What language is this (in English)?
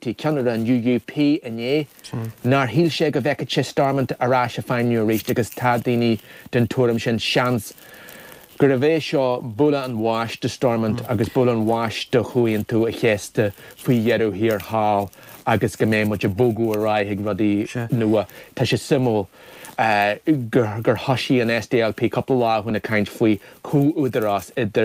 Irish